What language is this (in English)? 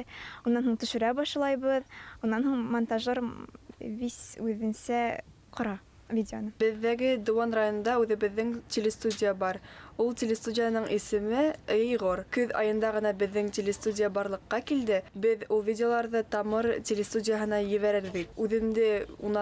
Bashkir